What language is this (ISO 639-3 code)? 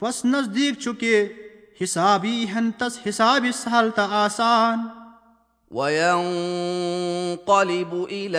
kas